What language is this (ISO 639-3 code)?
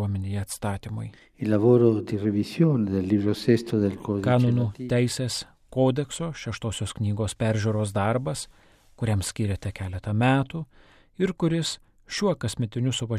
lit